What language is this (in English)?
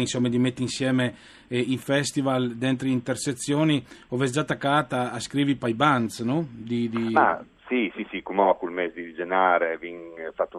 Friulian